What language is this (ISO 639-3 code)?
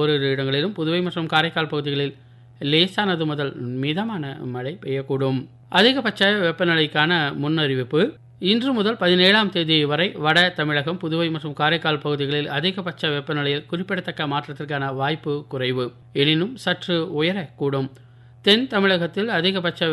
tam